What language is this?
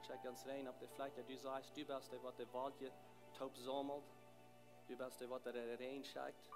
Plautdietsch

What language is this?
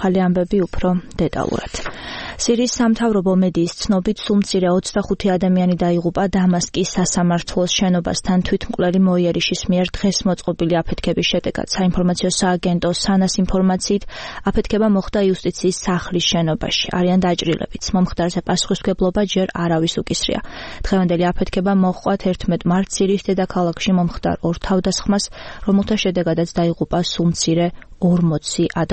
Georgian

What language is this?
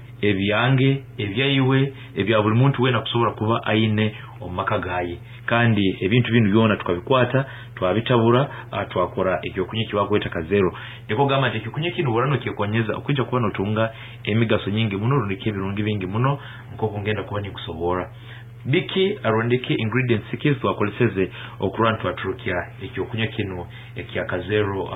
Nyankole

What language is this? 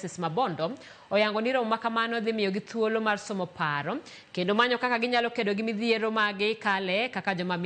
Luo (Kenya and Tanzania)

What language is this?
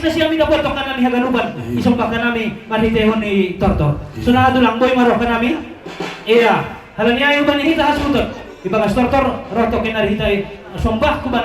Batak Simalungun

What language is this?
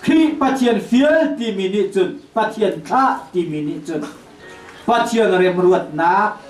Hakha Chin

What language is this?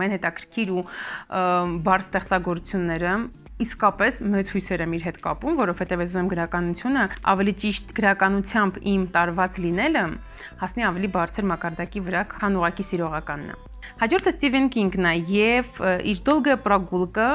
Armenian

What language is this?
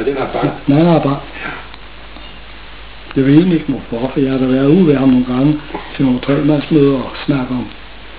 Danish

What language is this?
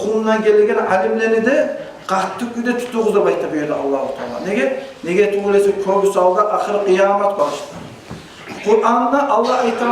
Kumyk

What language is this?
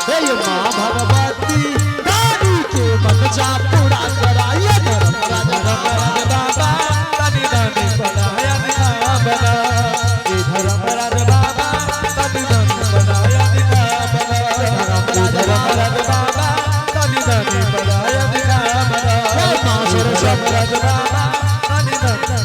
Angika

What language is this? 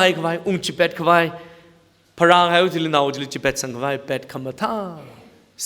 Tangkhul Naga (India)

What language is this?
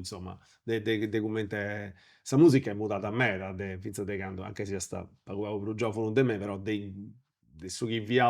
Sardinian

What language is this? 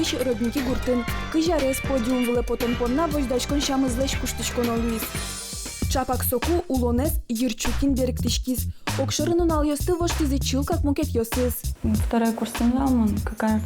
Udmurt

